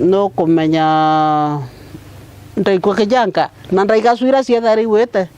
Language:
Meru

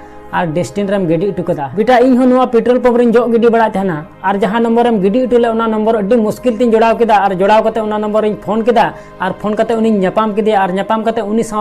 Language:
Santali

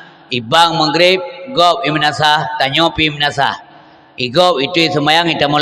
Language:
Achinese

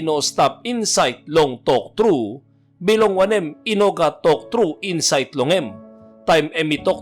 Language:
Tok Pisin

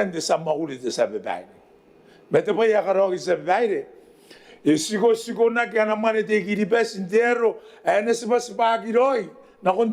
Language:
Gilbertese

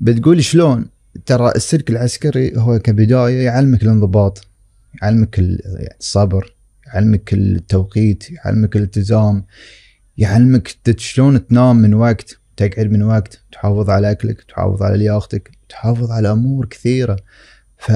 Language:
Gulf Arabic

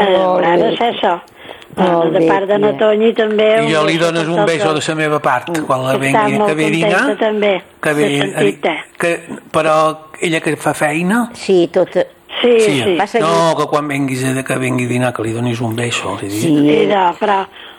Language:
Catalan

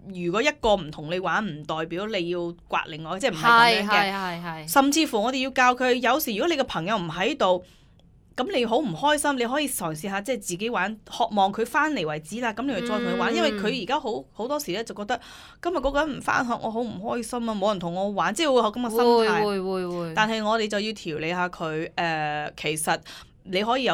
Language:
Cantonese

